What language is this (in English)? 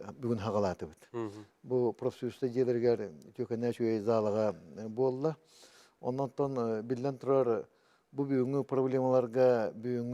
Yakut